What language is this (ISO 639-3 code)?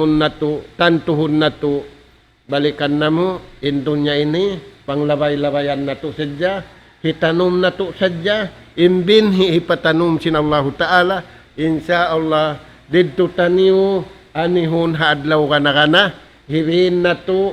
tsg